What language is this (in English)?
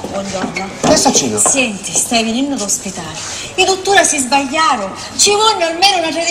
Sicilian